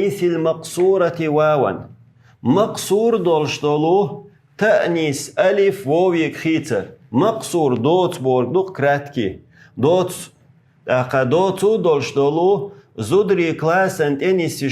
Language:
Chechen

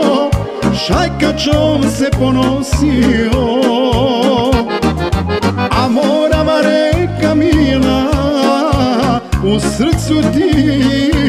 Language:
Serbian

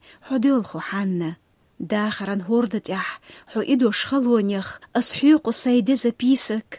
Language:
Chechen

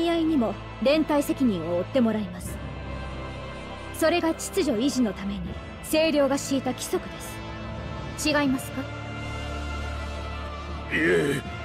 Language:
Japanese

